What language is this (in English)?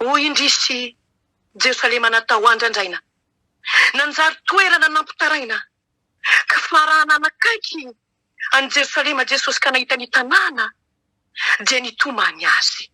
Malagasy